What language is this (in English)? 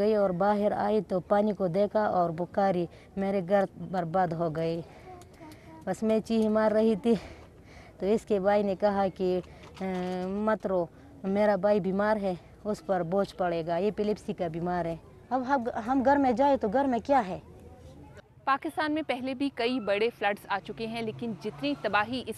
Gujarati